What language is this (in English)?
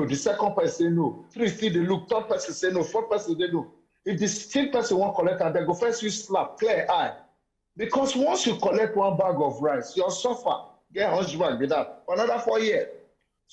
Nigerian Pidgin